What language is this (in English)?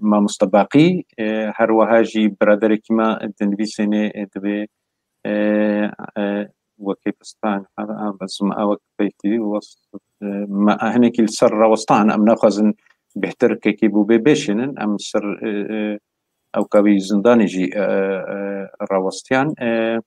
Kurdish